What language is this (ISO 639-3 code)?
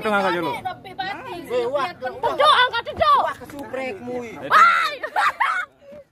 sas